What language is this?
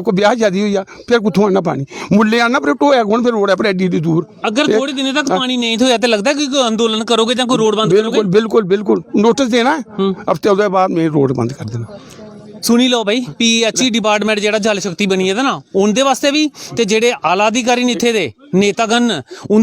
Dogri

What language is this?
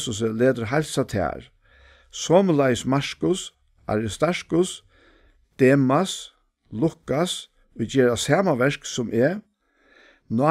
Faroese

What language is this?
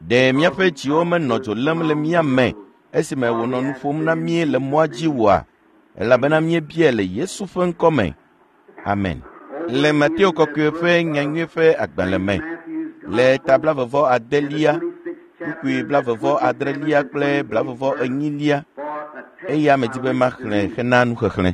Ewe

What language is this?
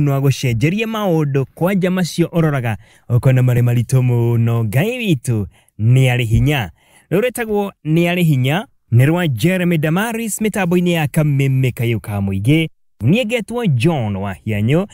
Kikuyu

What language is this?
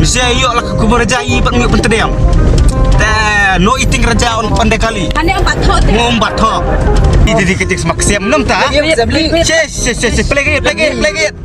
Khasi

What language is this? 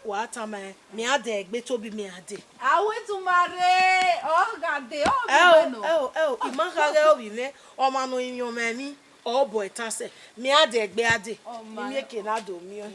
Bini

